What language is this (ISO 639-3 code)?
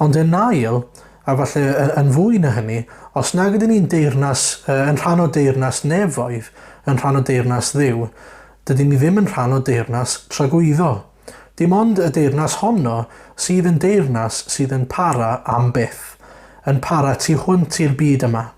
cym